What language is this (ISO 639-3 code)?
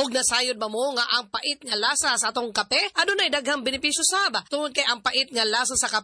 ceb